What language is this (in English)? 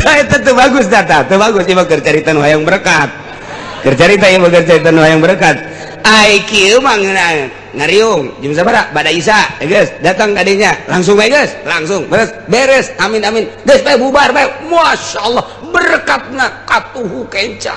Sundanese